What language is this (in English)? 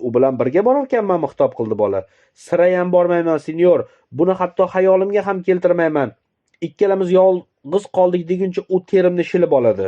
Uzbek